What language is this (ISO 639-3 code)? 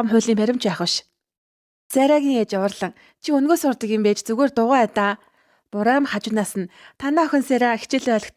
mon